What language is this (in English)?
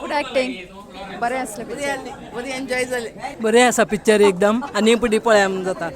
Konkani